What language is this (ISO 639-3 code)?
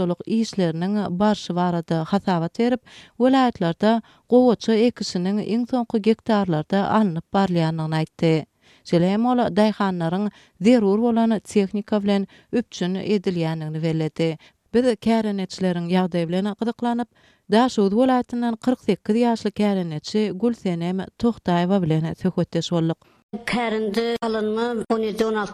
tuk